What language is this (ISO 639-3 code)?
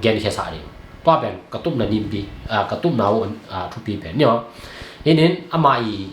ctd